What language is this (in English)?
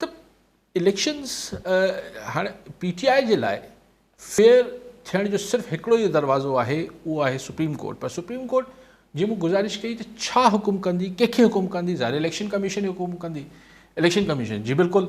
Sindhi